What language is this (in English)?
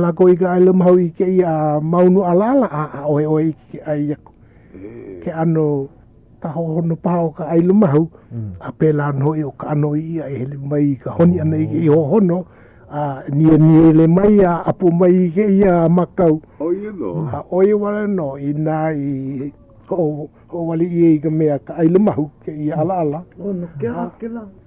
Hawaiian